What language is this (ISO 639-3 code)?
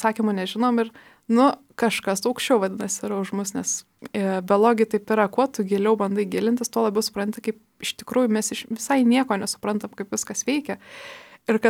lit